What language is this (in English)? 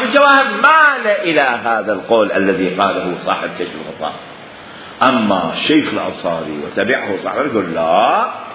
Mesopotamian Arabic